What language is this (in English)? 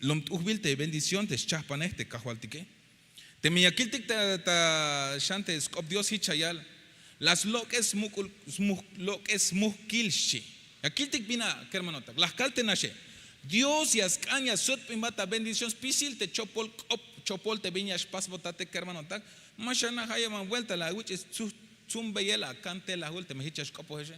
Tzeltal